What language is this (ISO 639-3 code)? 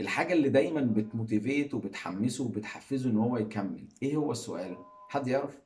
arz